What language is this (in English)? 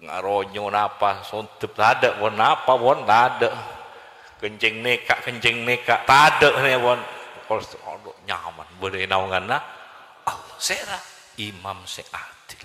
Madurese